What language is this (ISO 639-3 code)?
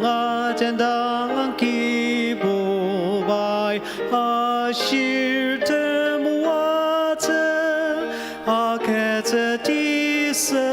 njo